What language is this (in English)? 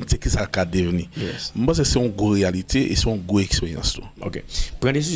Haitian Creole